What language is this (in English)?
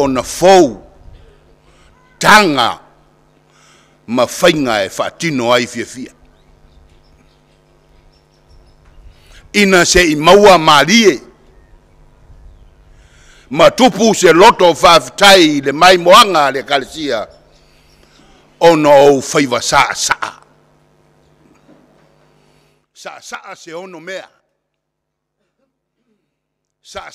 Samoan